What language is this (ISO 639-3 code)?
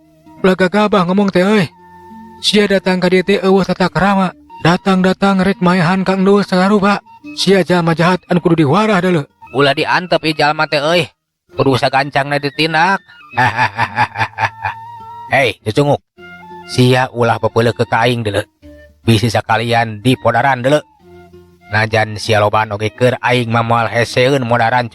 sun